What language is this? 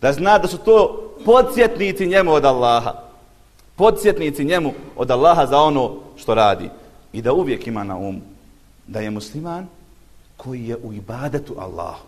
Bosnian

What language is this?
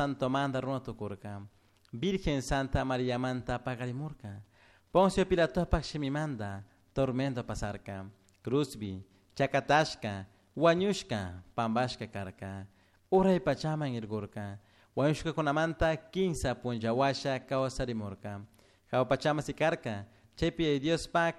Chimborazo Highland Quichua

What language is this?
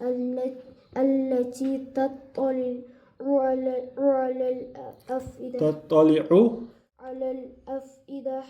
Ingush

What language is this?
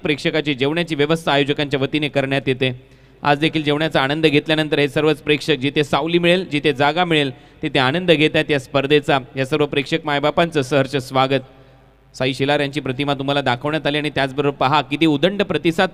Marathi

